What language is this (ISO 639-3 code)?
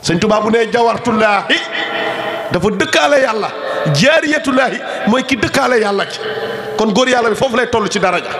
wol